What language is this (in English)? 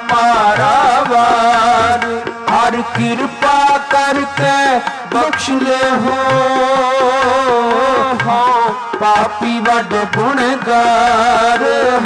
Punjabi